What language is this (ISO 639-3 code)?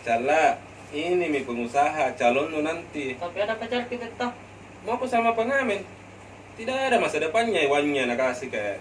mfp